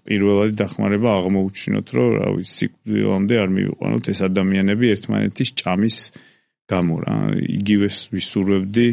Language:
Georgian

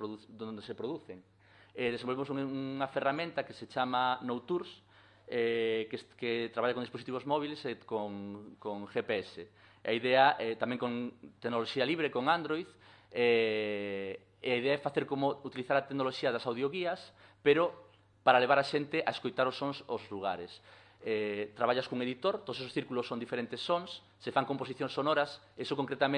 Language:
Galician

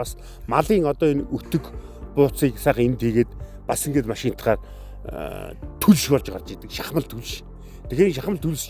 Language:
Mongolian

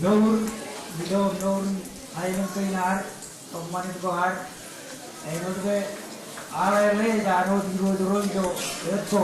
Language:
Marshallese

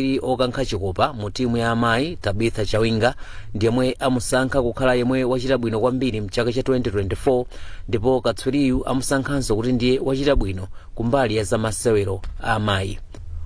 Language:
Nyanja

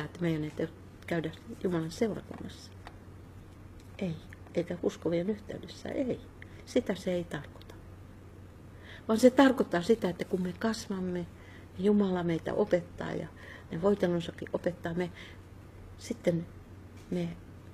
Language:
Finnish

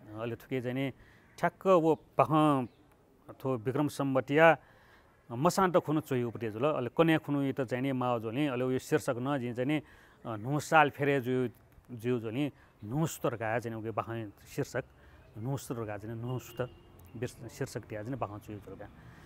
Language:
Newari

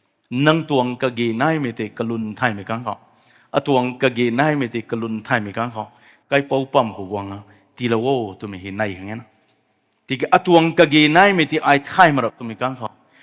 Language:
Rongmei Naga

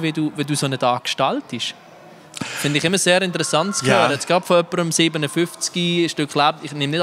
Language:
Swiss German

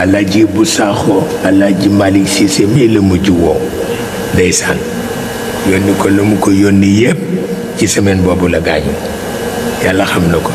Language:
Wolof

